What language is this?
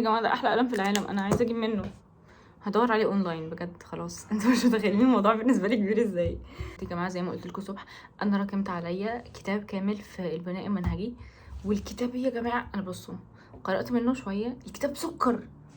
Egyptian Arabic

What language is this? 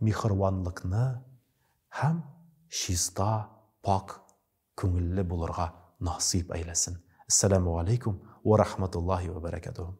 Tatar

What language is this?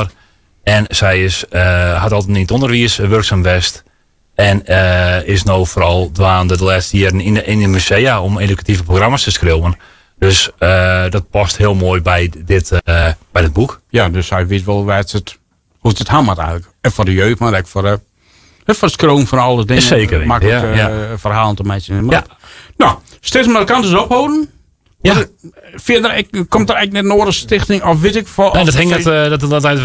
Western Frisian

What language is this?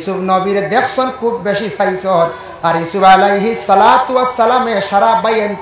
Sylheti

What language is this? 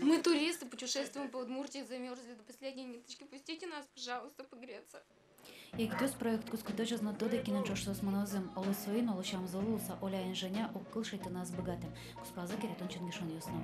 Udmurt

